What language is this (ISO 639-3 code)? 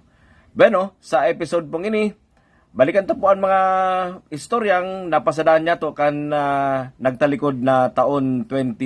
bik